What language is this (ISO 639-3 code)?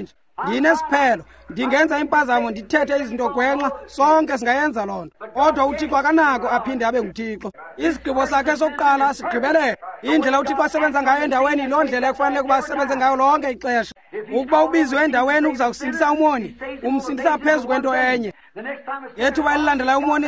xho